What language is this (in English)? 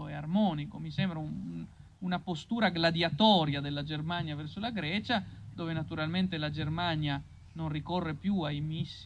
Italian